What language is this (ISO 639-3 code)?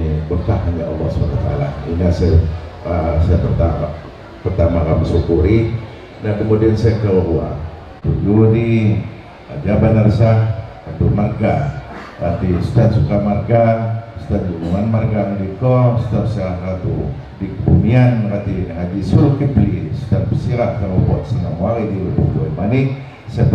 ljp